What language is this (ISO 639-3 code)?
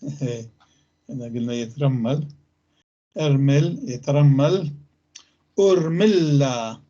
apc